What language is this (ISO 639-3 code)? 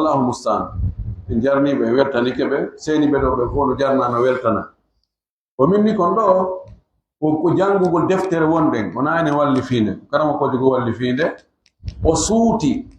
ful